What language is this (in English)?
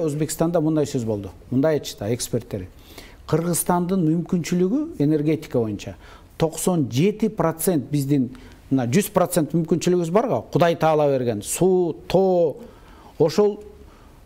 Kyrgyz